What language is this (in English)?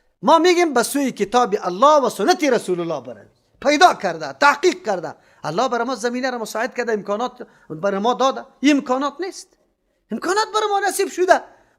Persian